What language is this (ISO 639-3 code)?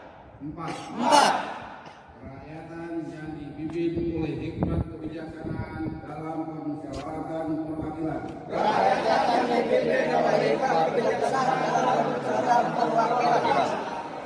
ind